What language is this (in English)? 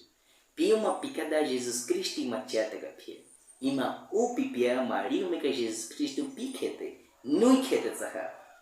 Baniwa